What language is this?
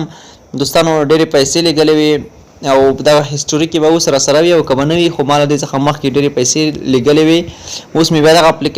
Pashto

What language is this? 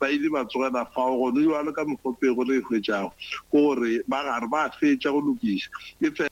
Northern Sotho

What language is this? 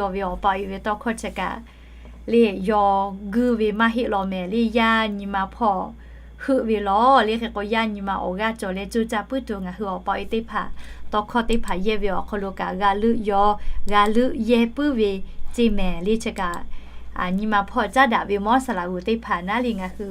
Lahu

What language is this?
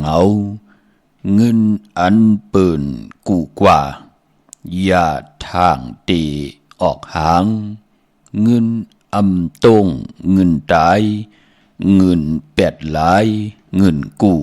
Shan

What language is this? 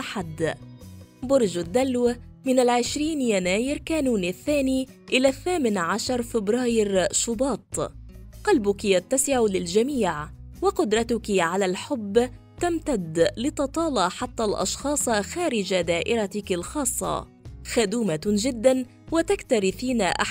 Arabic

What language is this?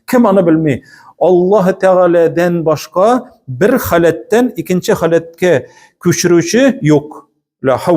Tatar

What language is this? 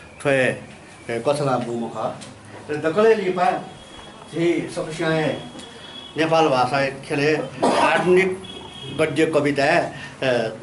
Newari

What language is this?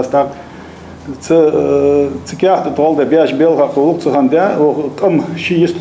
Ingush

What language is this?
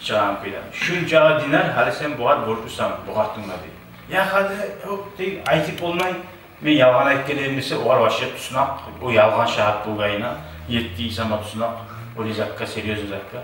Kumyk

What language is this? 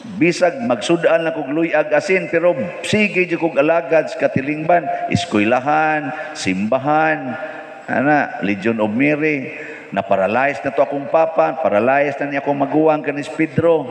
Cebuano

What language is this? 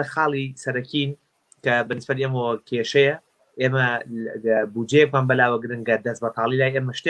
Central Kurdish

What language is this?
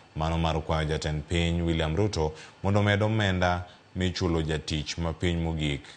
Luo (Kenya and Tanzania)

